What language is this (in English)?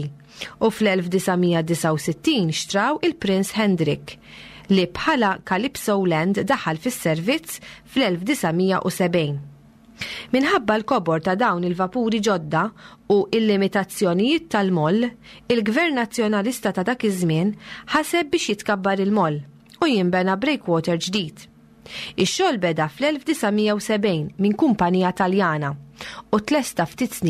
Maltese